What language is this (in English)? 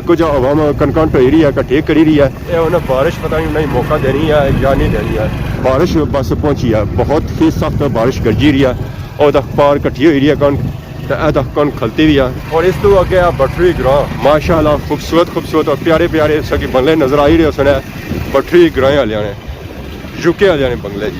Pahari-Potwari